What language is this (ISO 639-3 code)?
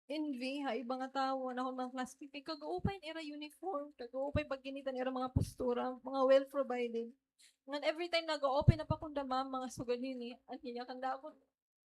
war